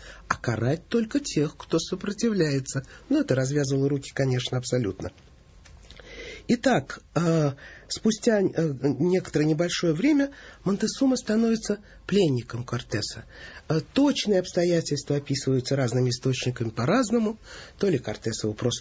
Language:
Russian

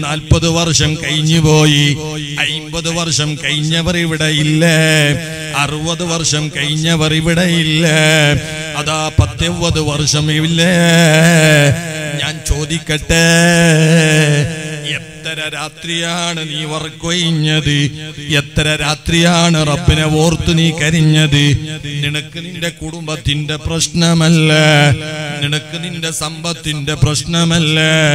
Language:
Malayalam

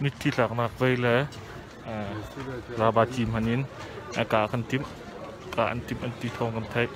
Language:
Hakha Chin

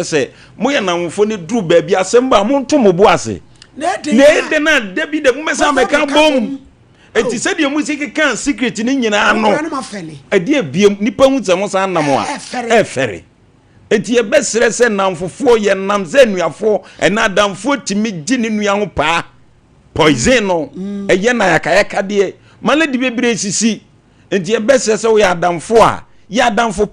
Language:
Akan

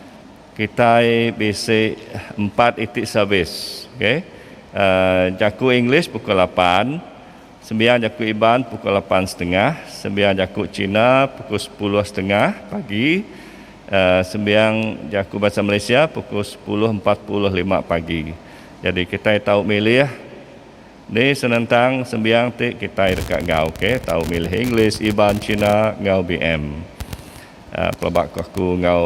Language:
Iban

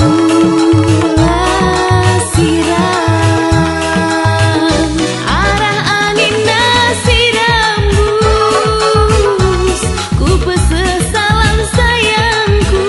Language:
Batak Karo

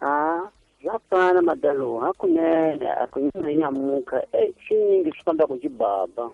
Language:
Tsonga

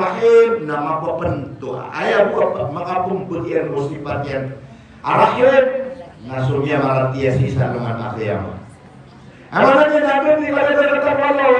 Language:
Maranao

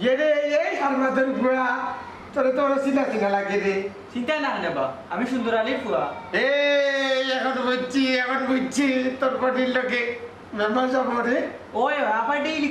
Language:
Sylheti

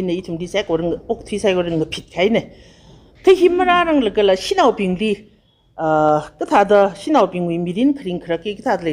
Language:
Tangkhul Naga (India)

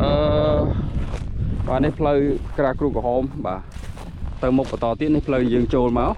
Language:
Khmer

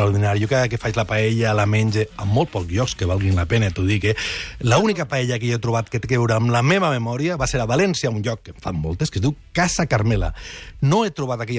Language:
Catalan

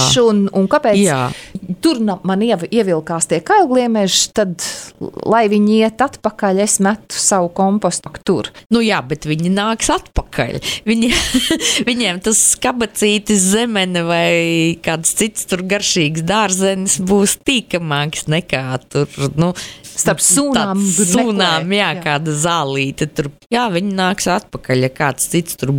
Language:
Latvian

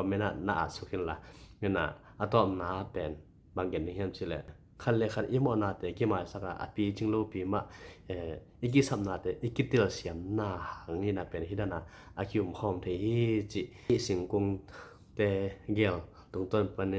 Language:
Tedim Chin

